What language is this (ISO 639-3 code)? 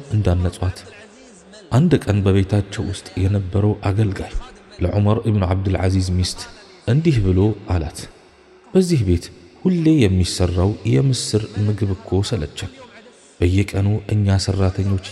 amh